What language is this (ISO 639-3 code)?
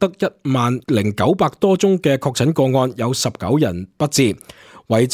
yue